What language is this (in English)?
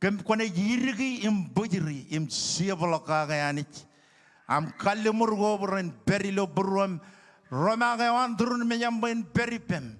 Marshallese